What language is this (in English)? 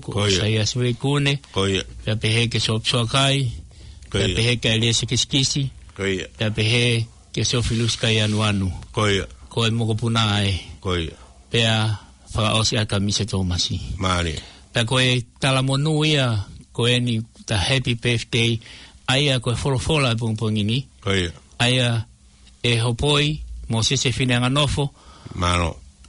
Tongan